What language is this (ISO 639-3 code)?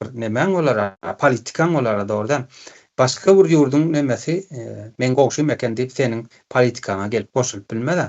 tuk